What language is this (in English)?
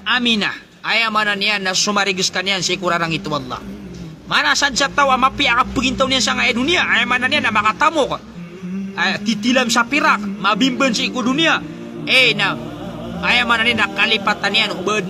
Maranao